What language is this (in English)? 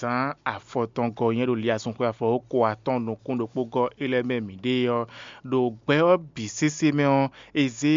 Fon